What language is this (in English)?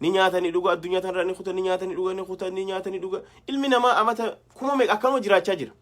Oromo